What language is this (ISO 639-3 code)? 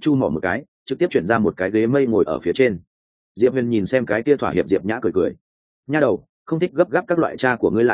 vie